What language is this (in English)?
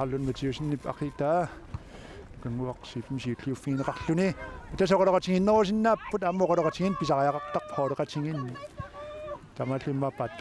Kalaallisut